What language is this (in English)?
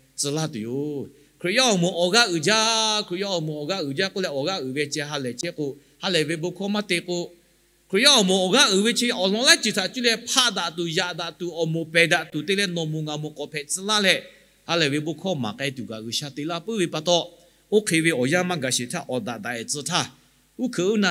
Lahu